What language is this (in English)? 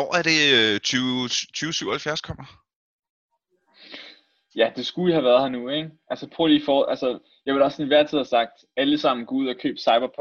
Danish